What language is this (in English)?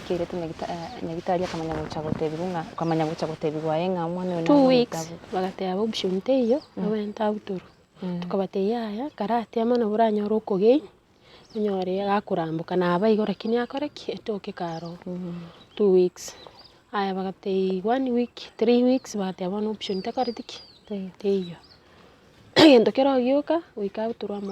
Gusii